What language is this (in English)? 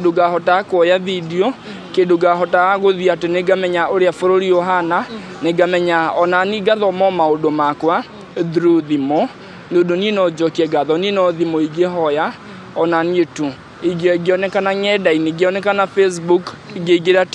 Kikuyu